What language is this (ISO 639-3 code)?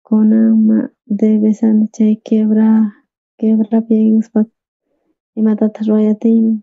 quh